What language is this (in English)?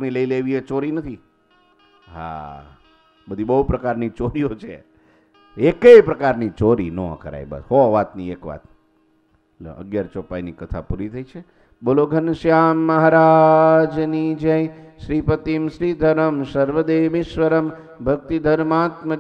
Gujarati